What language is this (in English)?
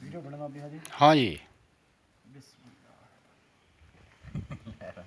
Saraiki